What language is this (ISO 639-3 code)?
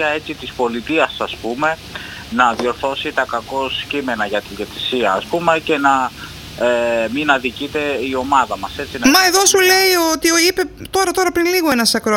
ell